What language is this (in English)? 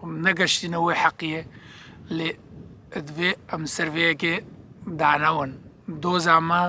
Kurdish